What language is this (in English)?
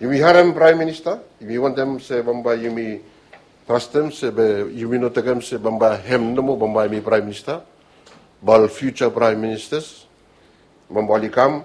Bislama